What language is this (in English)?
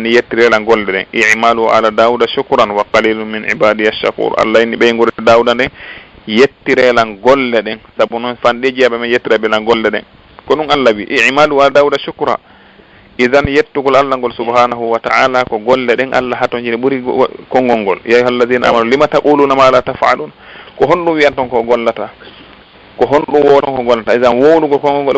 Fula